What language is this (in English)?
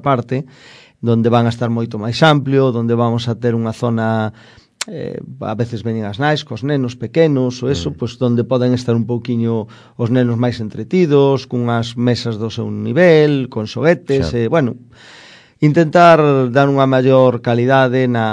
Galician